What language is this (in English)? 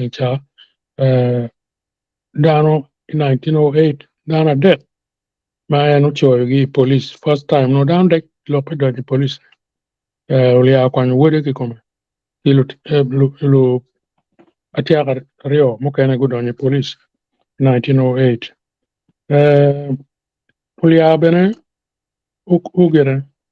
Acoli